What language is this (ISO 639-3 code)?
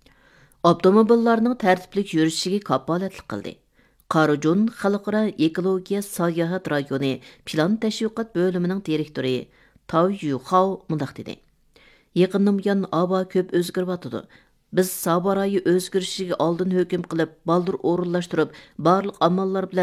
uig